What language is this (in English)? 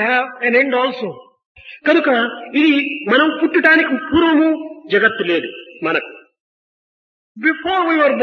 Telugu